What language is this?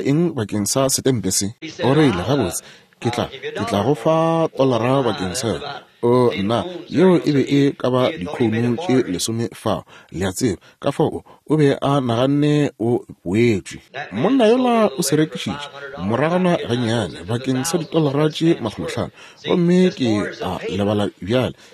Northern Sotho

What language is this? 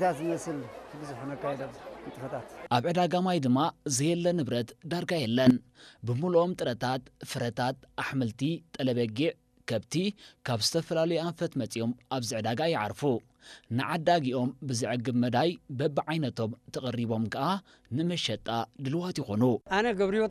Tigrinya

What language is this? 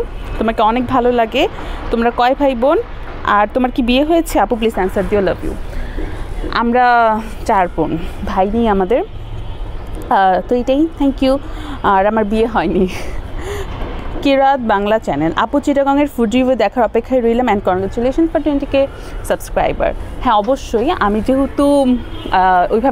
Bangla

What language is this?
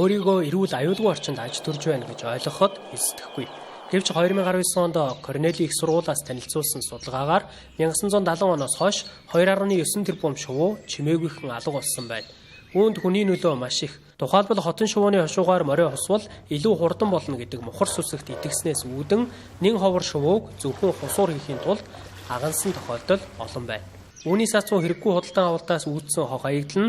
Mongolian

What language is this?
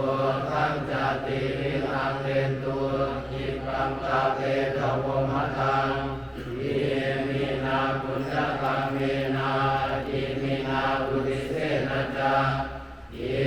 Pali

